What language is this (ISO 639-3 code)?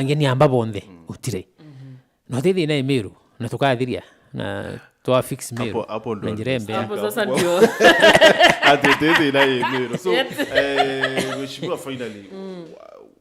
mer